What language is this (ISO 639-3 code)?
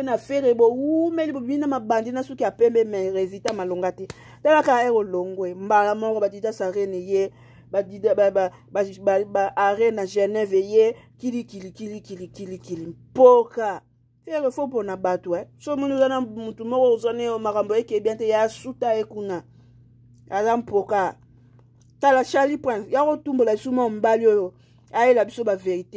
lin